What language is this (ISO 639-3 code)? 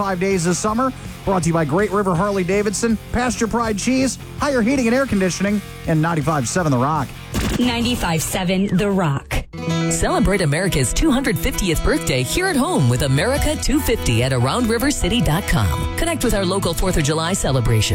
eng